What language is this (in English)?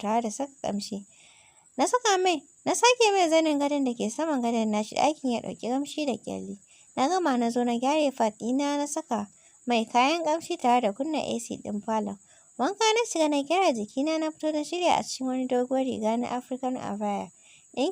Hausa